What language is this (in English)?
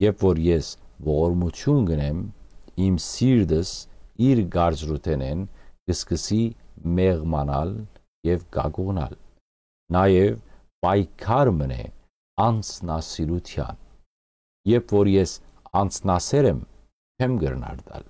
Western Armenian